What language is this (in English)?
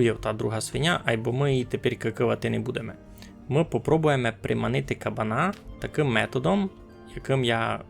Rusyn